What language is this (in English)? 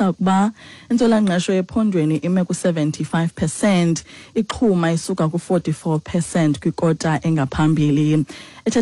Xhosa